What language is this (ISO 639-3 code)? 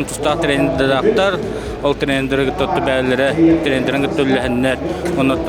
sah